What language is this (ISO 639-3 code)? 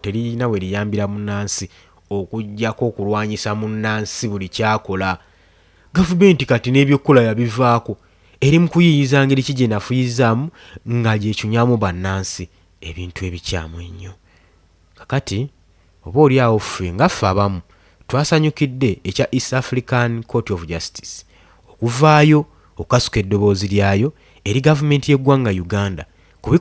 lug